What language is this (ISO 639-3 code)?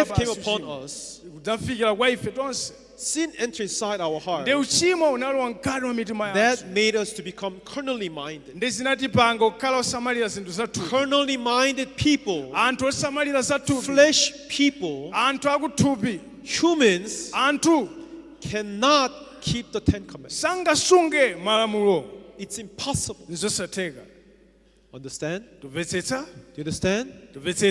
nya